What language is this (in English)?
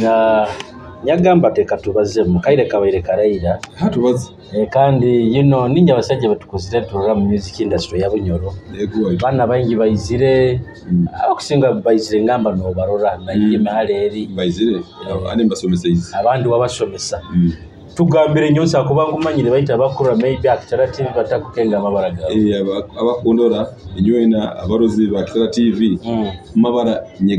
Nyoro